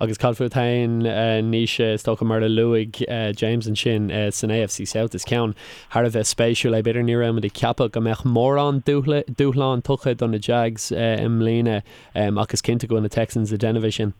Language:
Irish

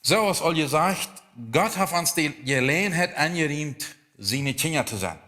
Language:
Plautdietsch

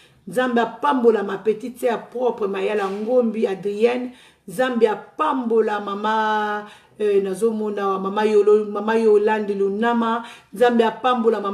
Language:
Lingala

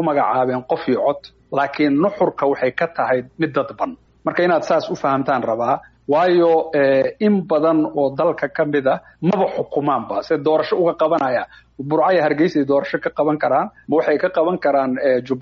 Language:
Somali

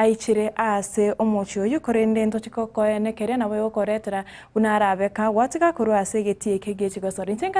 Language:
Gusii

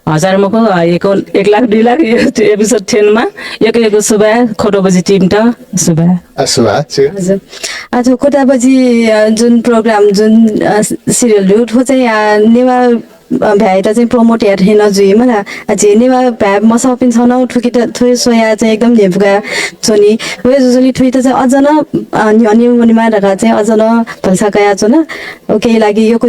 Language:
Newari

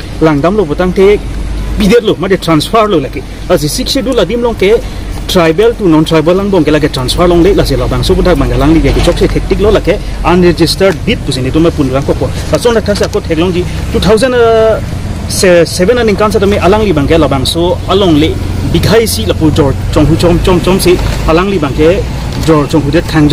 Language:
Karbi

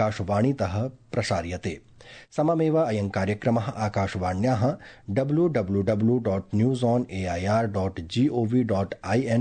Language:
Sanskrit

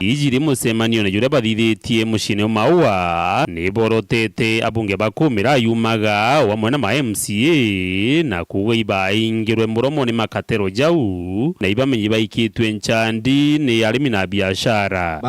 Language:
Meru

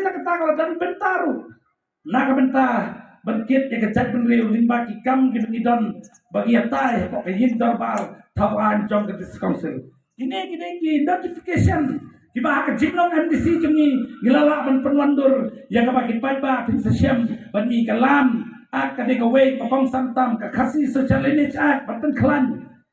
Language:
Khasi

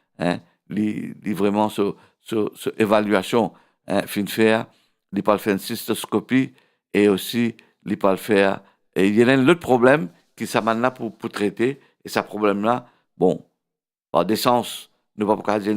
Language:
Morisyen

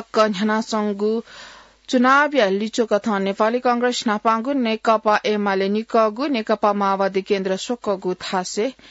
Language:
Newari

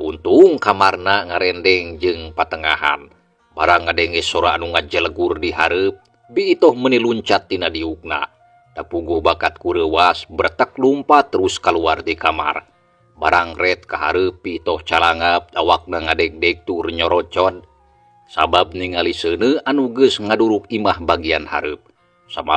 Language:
Sundanese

